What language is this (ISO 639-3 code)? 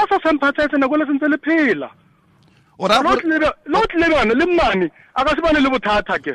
tsn